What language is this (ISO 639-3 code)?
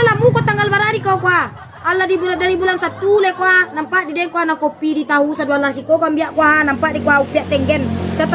min